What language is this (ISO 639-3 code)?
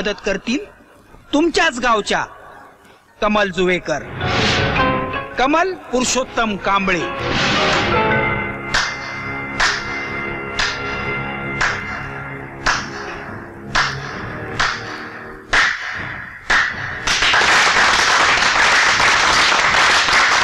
mar